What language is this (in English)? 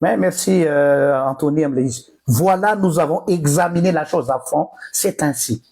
Malagasy